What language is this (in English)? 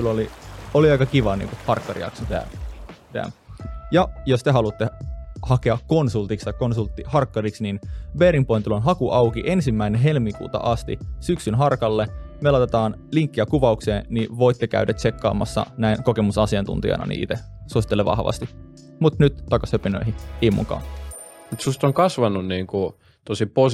Finnish